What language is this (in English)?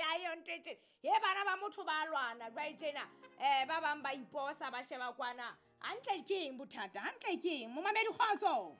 Southern Sotho